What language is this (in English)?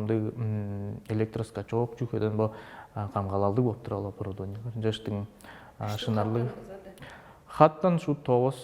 Tuvinian